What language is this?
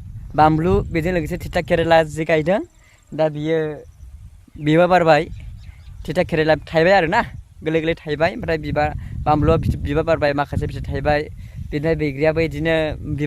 Bodo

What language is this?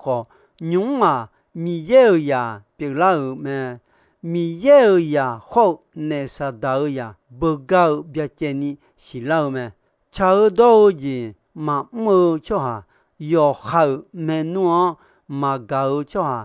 Akha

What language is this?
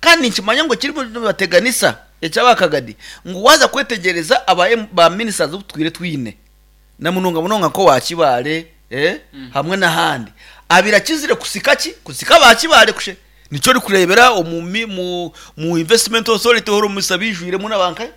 Nyankole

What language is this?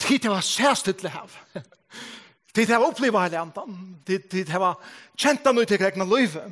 Faroese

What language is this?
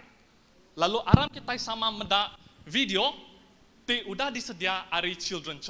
Iban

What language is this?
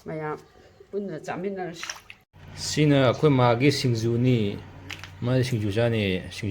Manipuri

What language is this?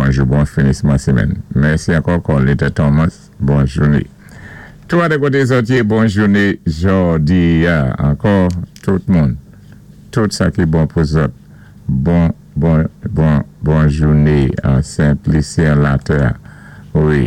Saint Lucian Creole French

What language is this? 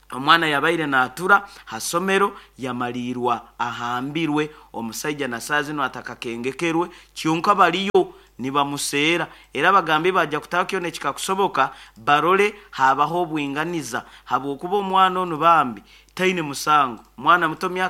Nyoro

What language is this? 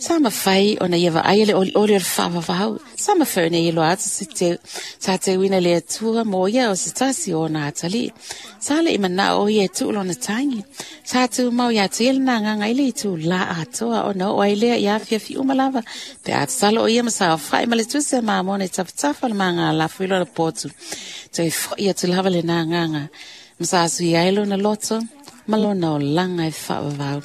Samoan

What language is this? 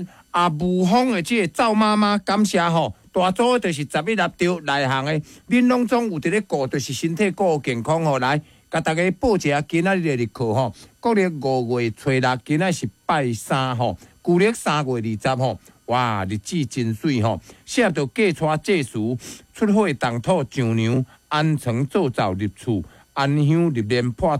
Min Nan Chinese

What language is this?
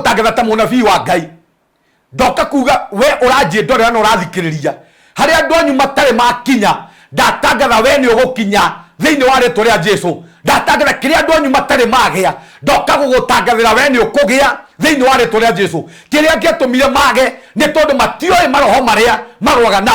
Kikuyu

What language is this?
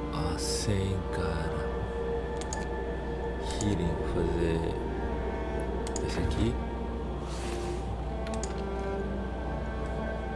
Portuguese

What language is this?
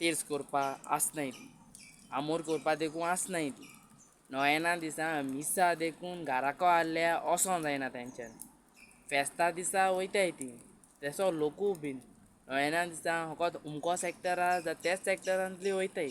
Konkani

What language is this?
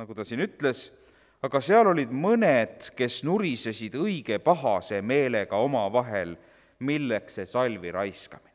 Estonian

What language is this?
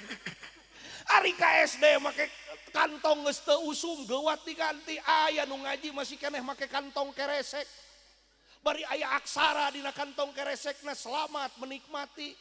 Sundanese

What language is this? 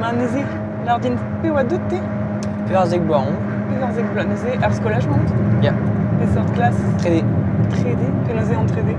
Breton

